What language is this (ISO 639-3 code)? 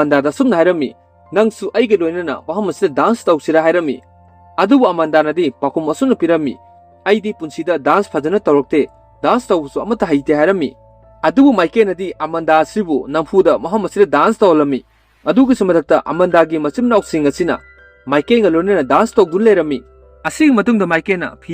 mni